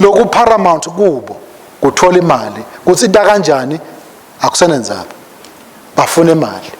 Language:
Swati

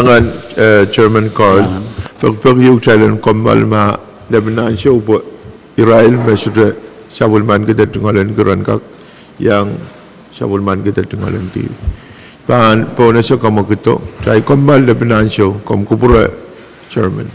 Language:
Pohnpeian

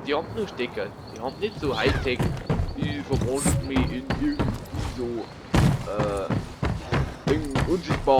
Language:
Bavarian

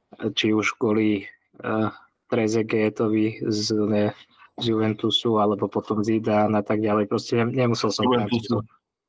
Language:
Slovak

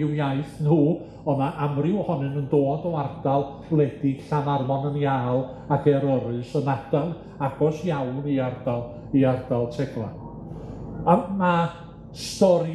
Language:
Welsh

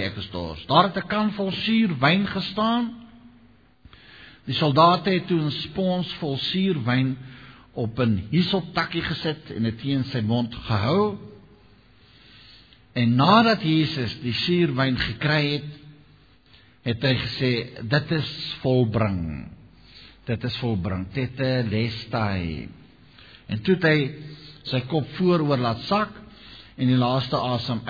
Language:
Afrikaans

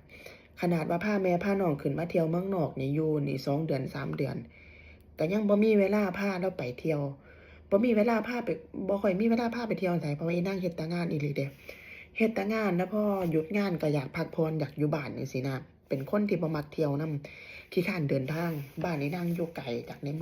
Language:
Northeastern Thai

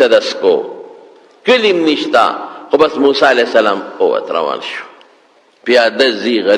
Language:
Pashto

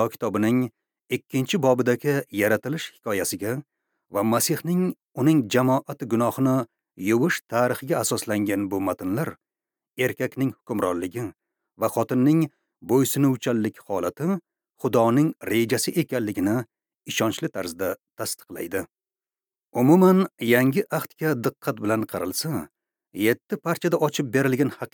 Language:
Uzbek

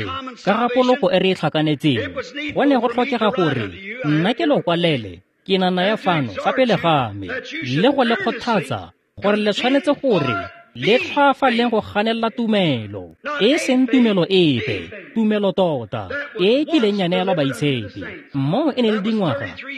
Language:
Tswana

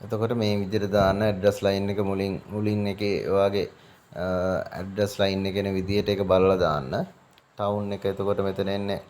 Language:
Sinhala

